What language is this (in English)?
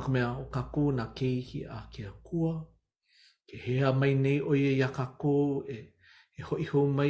Hawaiian